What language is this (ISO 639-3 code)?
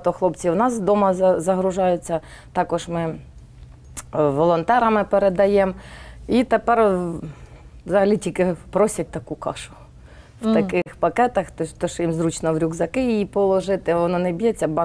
ukr